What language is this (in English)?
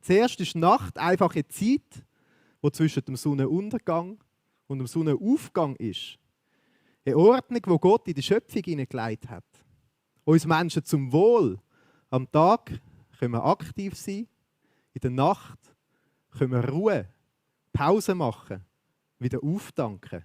Swiss German